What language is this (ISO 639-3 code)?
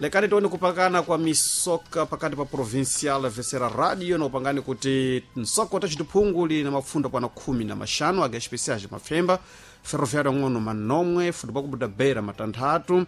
seh